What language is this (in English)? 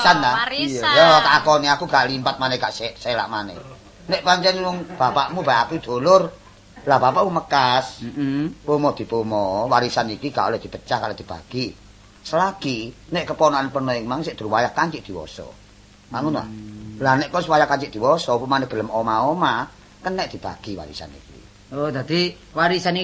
Javanese